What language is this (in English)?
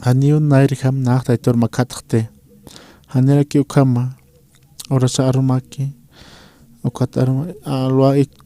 Aymara